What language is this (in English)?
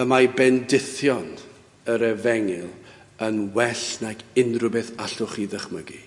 Welsh